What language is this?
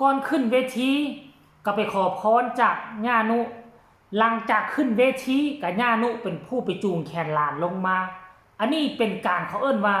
Northeastern Thai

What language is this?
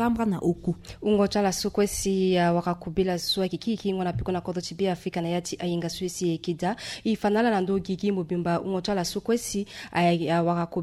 Sango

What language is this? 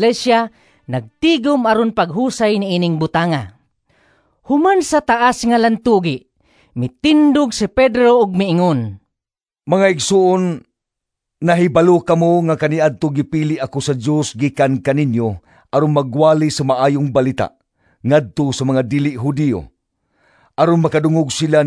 Cebuano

